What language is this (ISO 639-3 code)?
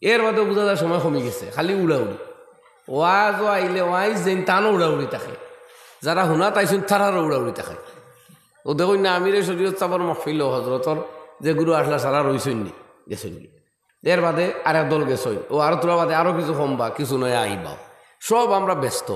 syl